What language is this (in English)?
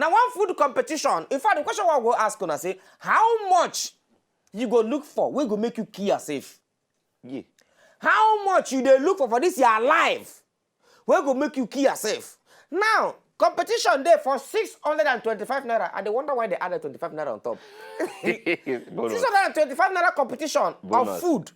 Nigerian Pidgin